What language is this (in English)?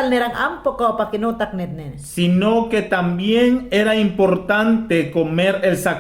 Mayangna